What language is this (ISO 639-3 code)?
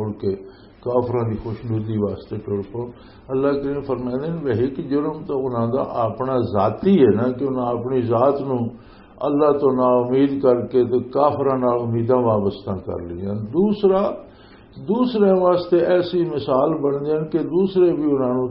lah